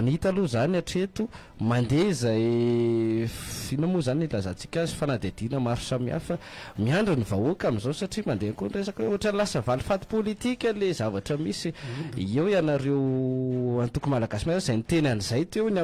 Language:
Malagasy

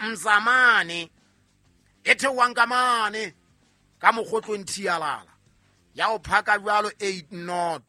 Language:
Southern Sotho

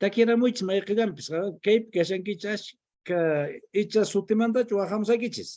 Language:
Quechua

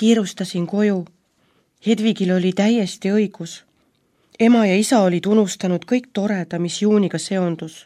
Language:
Estonian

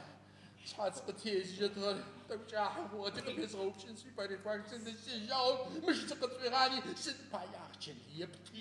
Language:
Adyghe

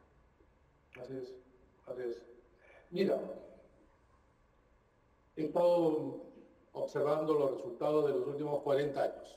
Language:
Spanish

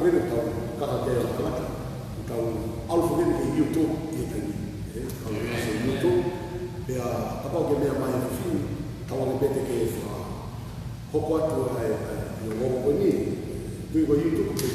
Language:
Tongan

